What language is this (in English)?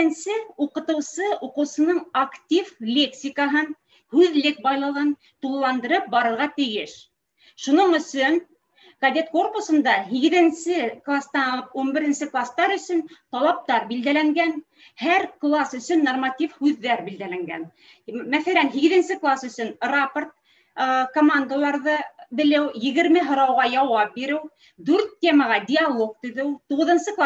Bashkir